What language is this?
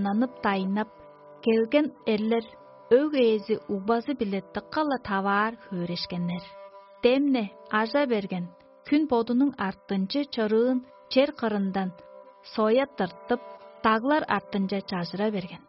Tuvinian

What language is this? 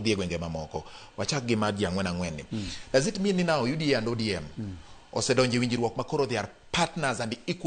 Luo (Kenya and Tanzania)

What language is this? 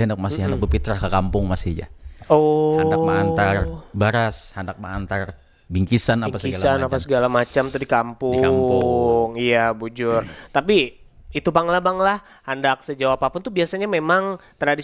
Banjar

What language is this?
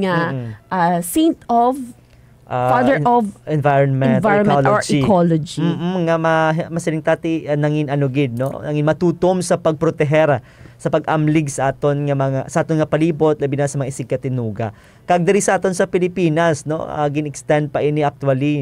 Hiligaynon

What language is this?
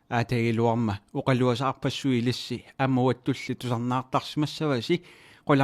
Kalaallisut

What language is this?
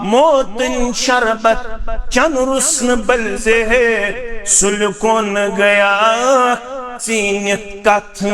Kashmiri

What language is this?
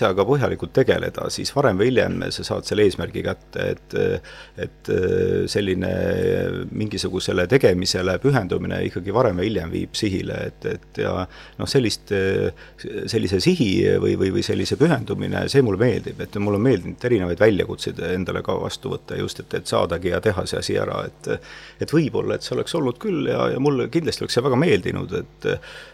Estonian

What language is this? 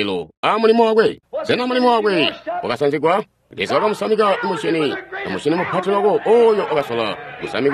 Tonga (Zambia)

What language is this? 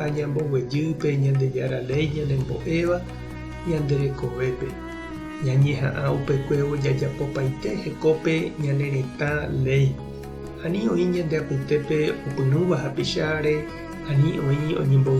Guarani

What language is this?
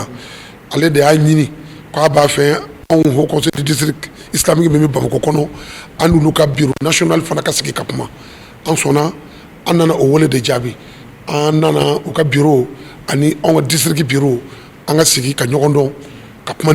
Bambara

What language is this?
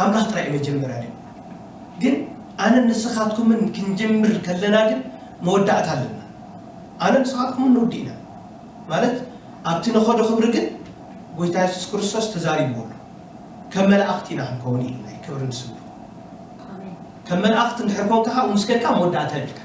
Tigrinya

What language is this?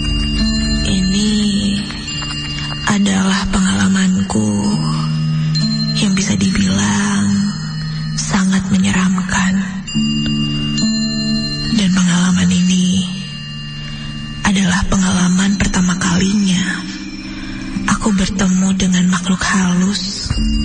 Indonesian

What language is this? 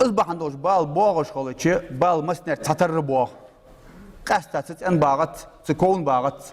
Ingush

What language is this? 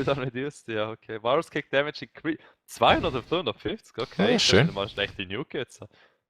Swiss German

